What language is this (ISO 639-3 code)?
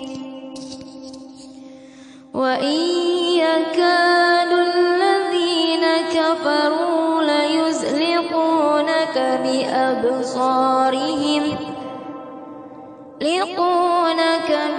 ara